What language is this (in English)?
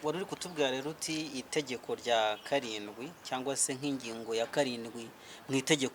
Kinyarwanda